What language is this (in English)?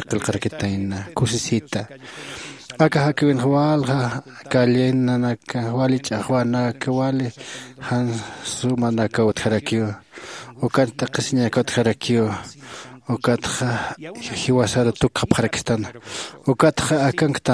Aymara